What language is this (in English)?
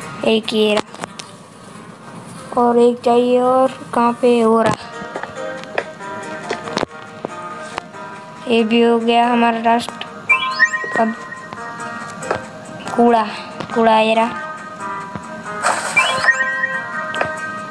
Hindi